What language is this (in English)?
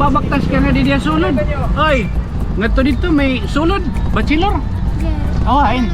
Waray